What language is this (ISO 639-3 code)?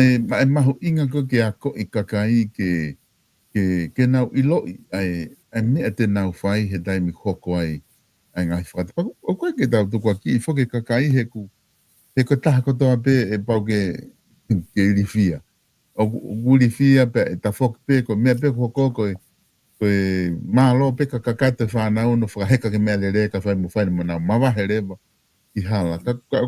ton